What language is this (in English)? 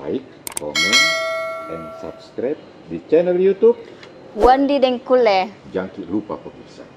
Makassar Malay